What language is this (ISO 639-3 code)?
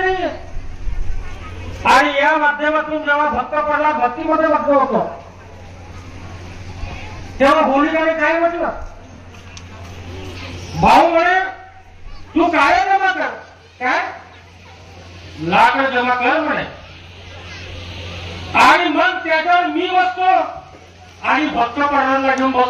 mar